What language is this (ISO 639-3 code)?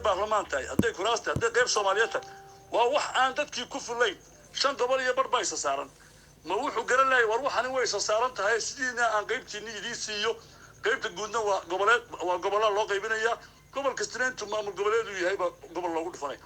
som